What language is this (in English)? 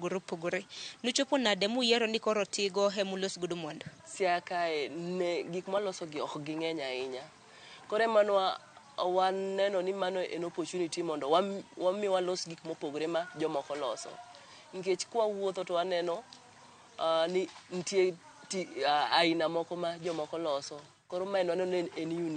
Luo (Kenya and Tanzania)